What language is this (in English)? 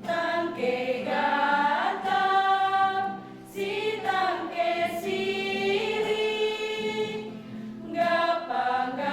Batak Karo